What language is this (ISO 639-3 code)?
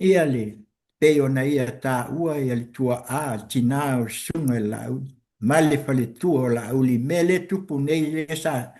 smo